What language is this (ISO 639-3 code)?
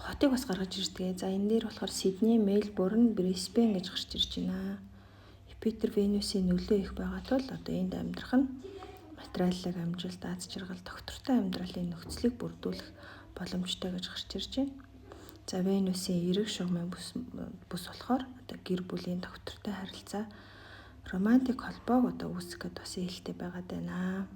mon